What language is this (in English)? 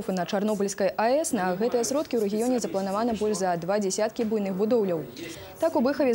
Belarusian